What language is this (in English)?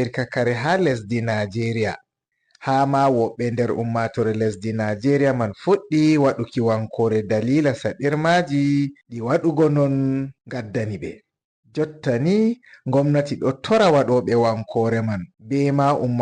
Fula